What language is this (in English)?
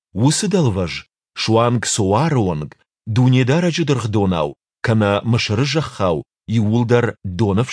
Ossetic